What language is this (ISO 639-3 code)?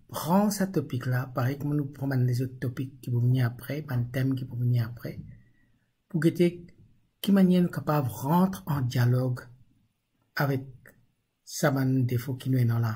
mfe